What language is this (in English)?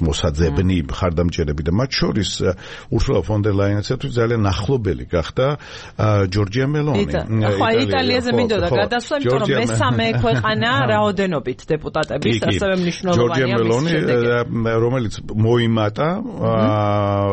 Georgian